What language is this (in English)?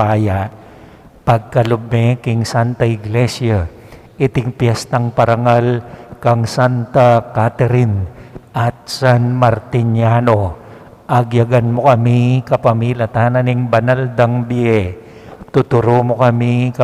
Pampanga